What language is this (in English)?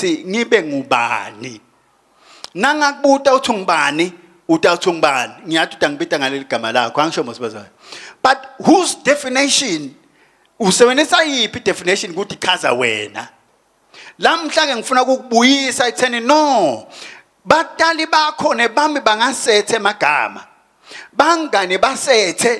Swati